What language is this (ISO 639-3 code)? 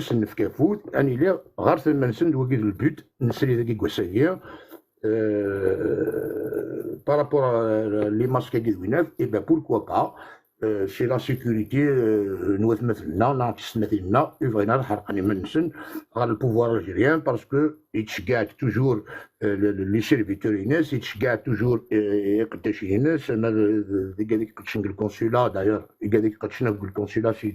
kab